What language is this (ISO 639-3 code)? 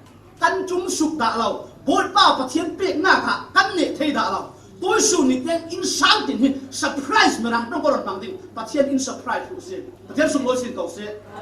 cfm